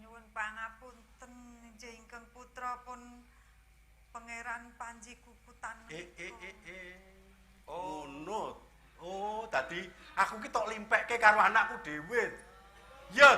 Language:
Javanese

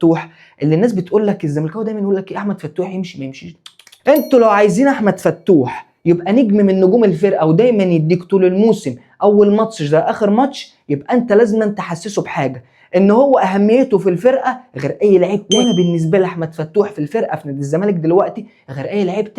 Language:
Egyptian Arabic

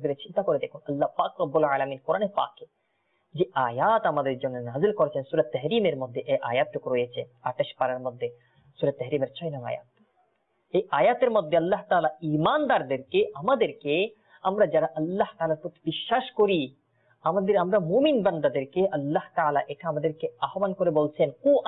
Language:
Bangla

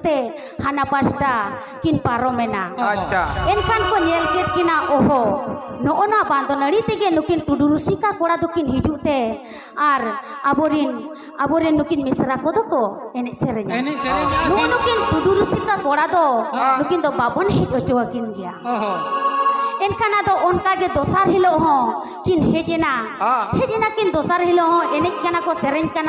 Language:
Santali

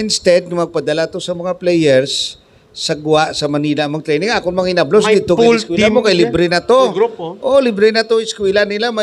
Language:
Hiligaynon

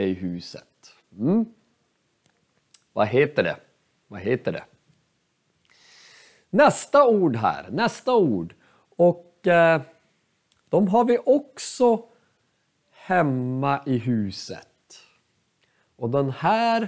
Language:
Swedish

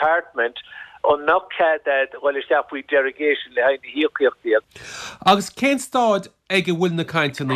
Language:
Irish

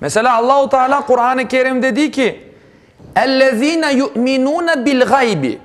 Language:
Crimean Tatar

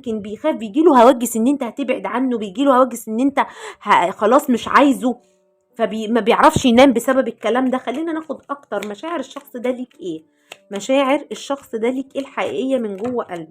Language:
Egyptian Arabic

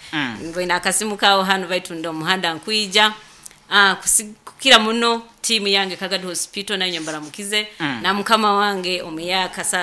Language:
Nyoro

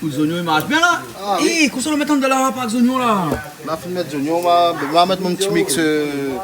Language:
Réunion Creole French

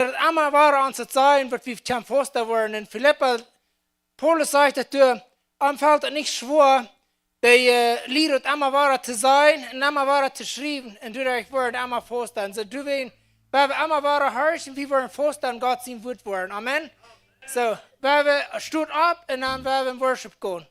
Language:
Plautdietsch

